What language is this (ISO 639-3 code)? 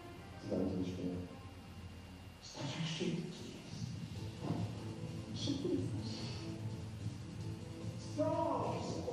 pol